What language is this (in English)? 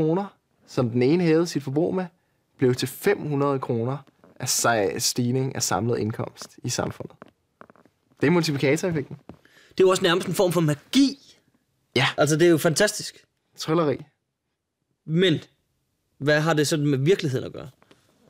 Danish